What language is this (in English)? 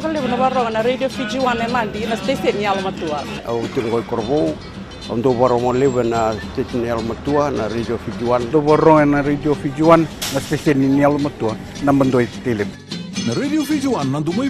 Fijian